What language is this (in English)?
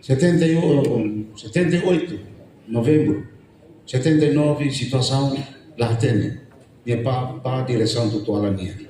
Tetum